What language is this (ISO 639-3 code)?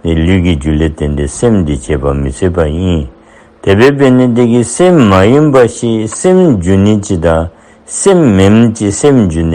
dzo